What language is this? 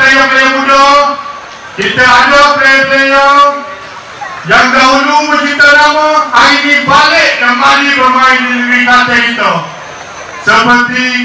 Malay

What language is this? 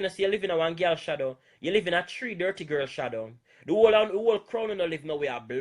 Jamaican Creole English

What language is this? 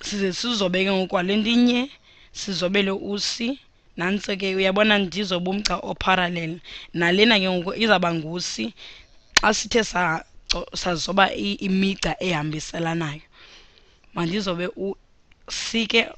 Xhosa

